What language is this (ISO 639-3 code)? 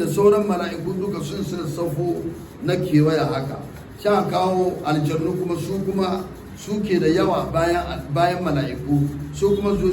hau